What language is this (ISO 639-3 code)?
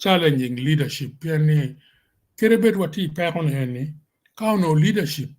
ach